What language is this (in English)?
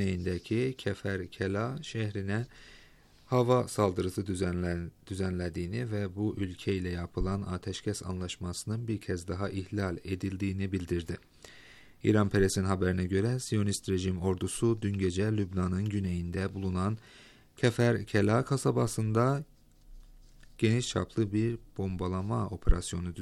Turkish